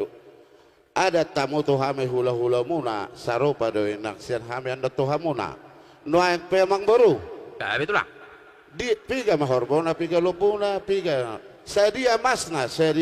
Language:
Batak Toba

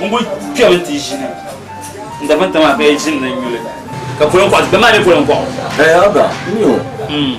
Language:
Dagbani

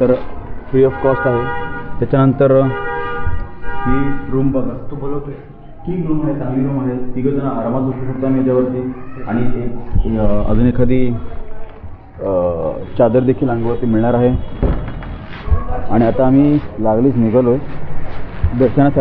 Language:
Marathi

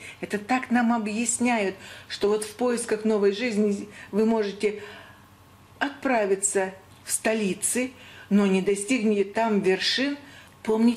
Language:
Russian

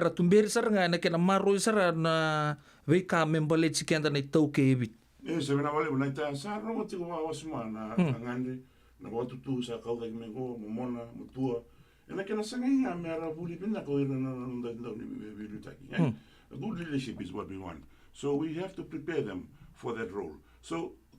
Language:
Fijian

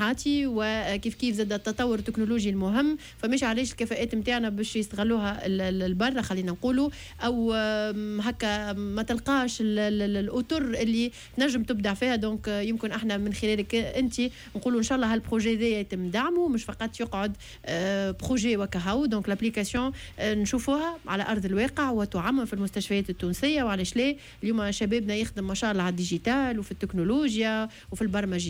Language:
Tunisian Arabic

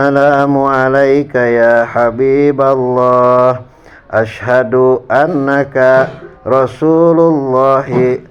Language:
Sundanese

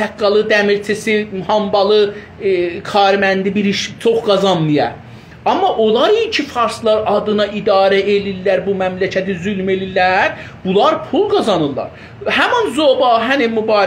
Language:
South Azerbaijani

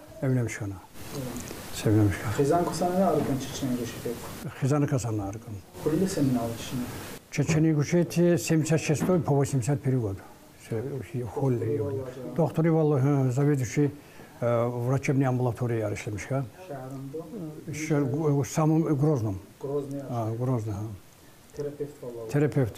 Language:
Tsakhur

